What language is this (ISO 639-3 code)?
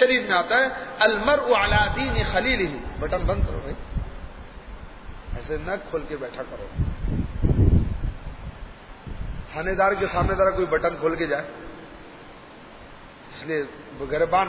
urd